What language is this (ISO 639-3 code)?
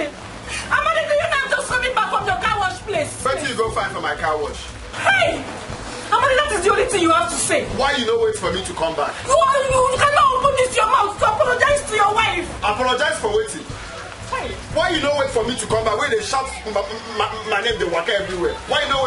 pcm